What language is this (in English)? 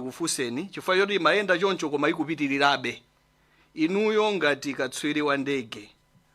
Nyanja